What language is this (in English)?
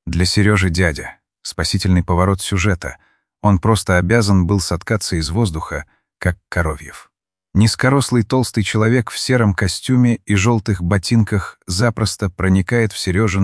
Russian